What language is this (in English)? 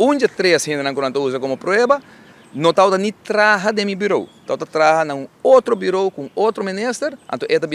Papiamento